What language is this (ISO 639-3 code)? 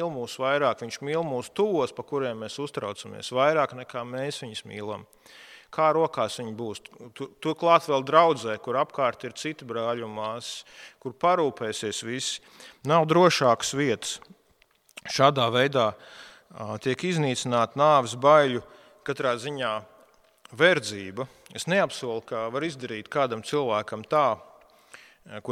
lav